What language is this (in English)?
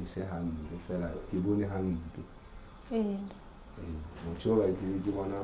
Southern Sotho